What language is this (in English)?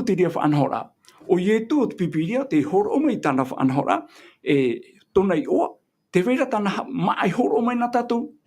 Tahitian